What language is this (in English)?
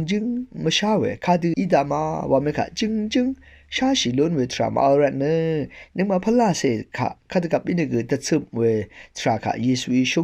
Rawang